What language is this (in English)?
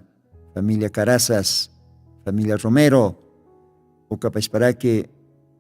Aymara